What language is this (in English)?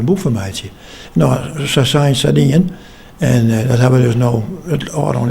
Western Frisian